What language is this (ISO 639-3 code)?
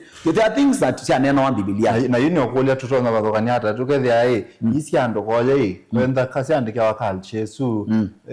kam